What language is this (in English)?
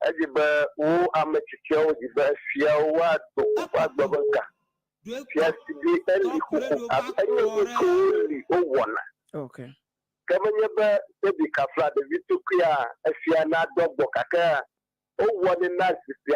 Ewe